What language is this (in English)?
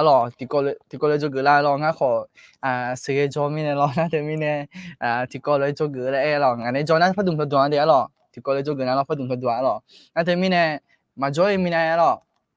Akha